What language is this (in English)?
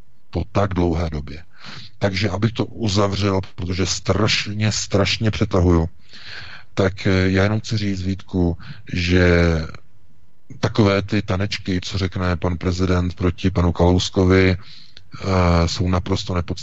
Czech